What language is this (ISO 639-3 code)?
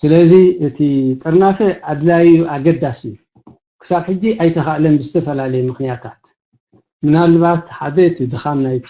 tir